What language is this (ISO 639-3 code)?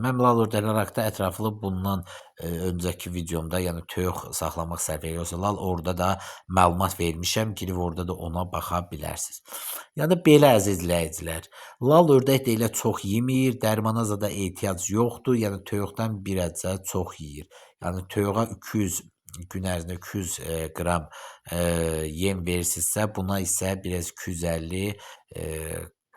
aze